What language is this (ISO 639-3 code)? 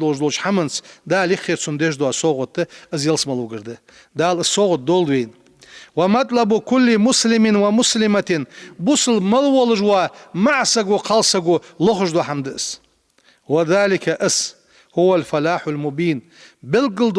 inh